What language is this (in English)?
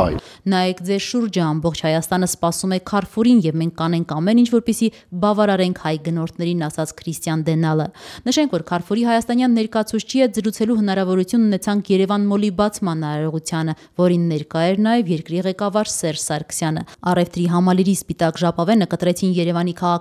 Armenian